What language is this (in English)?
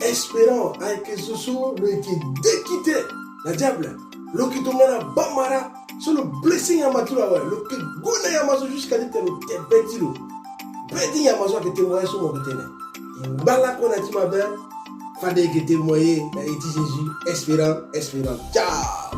Sango